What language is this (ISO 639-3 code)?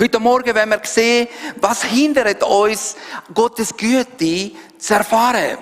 gsw